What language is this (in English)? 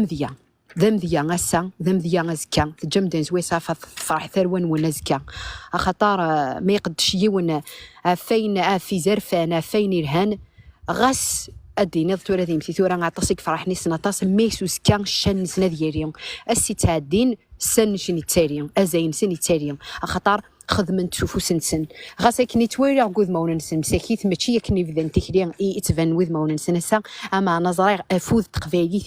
Kabyle